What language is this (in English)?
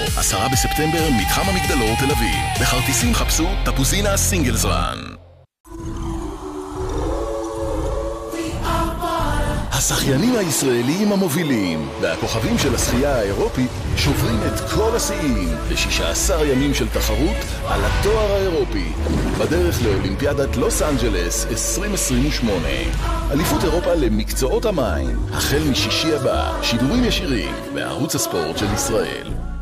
Hebrew